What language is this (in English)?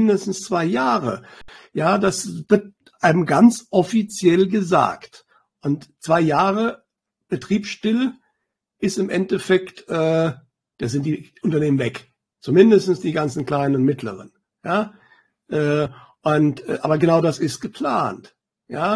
German